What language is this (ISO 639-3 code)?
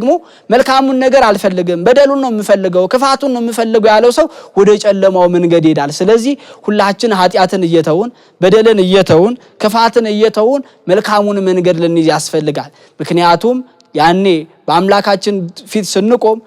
amh